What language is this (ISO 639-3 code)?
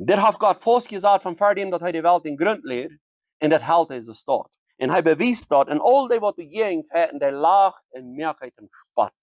pdt